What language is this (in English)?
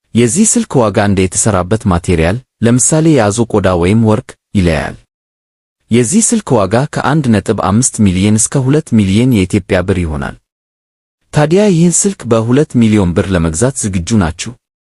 Amharic